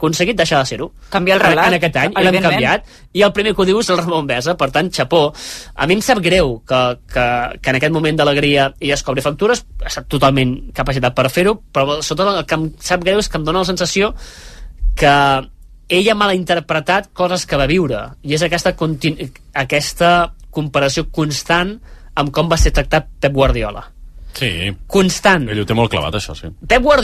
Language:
Catalan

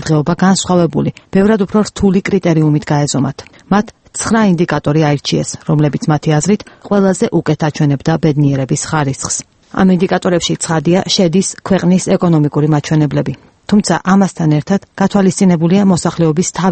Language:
Georgian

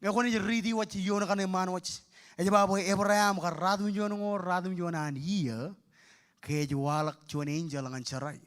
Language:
Marshallese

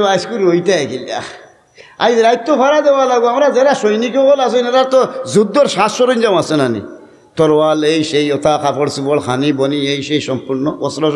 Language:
Sylheti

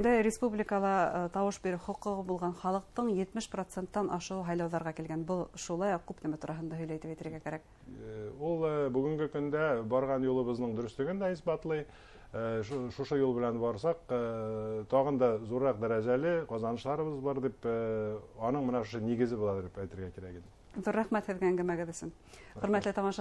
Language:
Bashkir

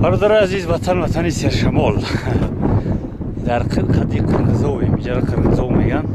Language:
Tajik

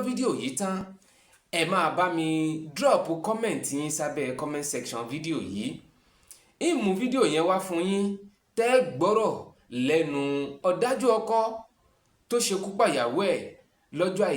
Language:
Yoruba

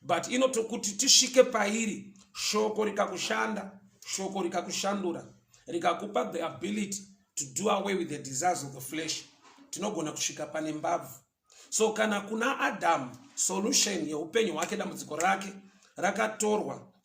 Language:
Shona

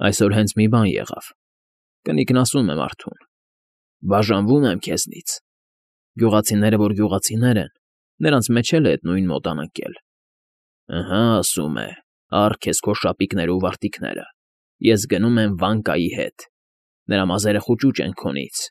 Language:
Armenian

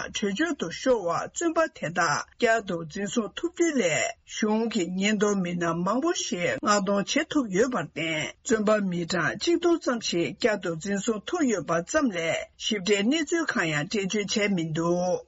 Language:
Tibetan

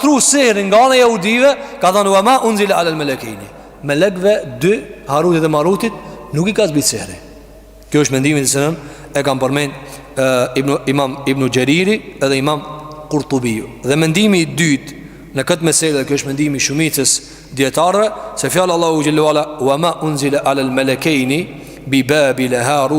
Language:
Albanian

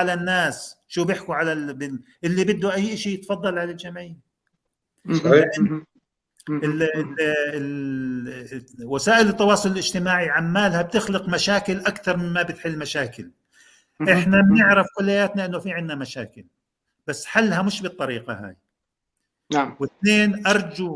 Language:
North Levantine Arabic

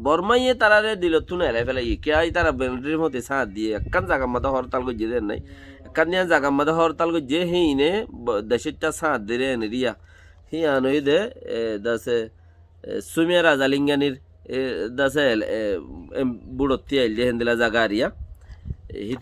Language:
Rohingya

